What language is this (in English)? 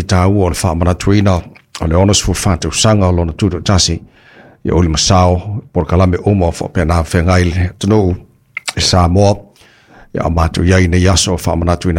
Samoan